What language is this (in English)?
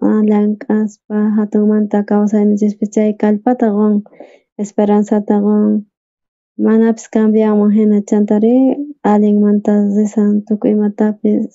South Bolivian Quechua